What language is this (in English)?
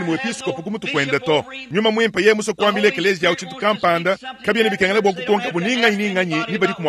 Luba-Lulua